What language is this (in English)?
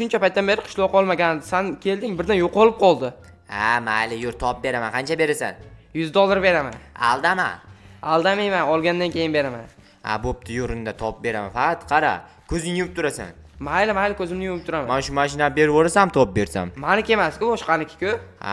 Uzbek